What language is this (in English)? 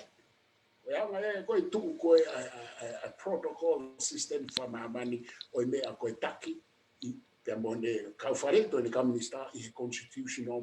Tongan